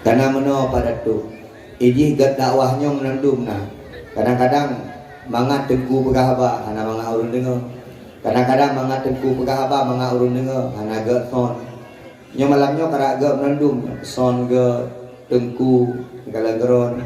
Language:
Achinese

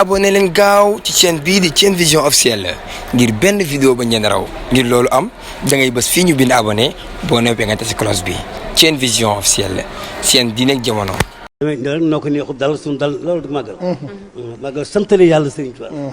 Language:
Wolof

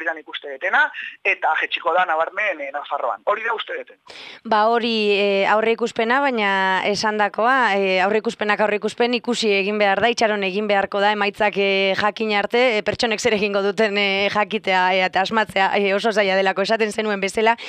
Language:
Basque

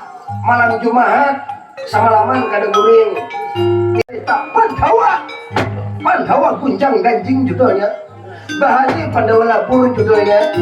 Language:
Banjar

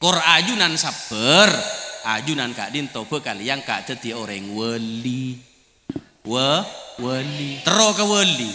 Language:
Madurese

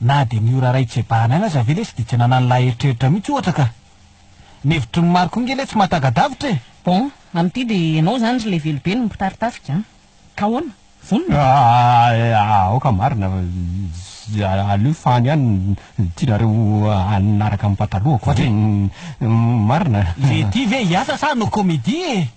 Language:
Malagasy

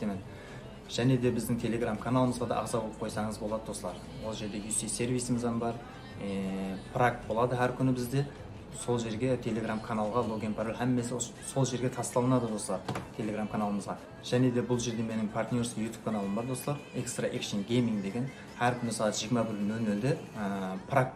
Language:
Kara-Kalpak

